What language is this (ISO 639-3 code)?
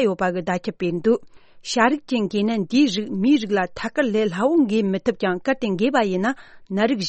bod